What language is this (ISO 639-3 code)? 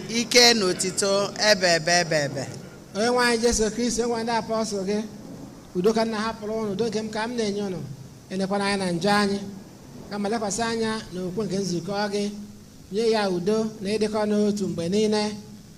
ibo